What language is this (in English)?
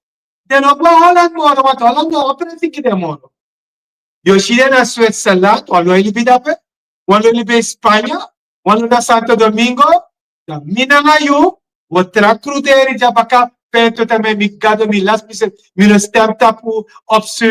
Sranan Tongo